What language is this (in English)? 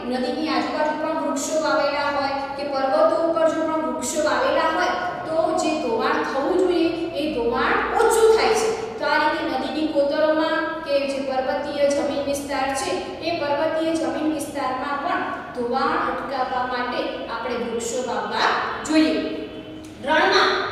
Gujarati